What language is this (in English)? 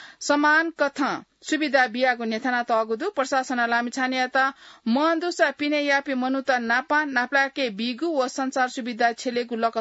Newari